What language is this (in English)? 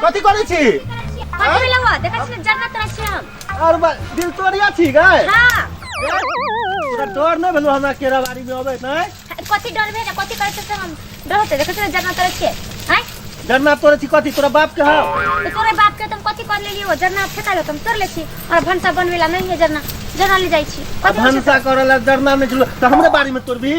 Maithili